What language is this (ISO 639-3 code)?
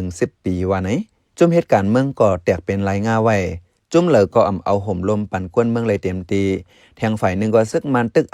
shn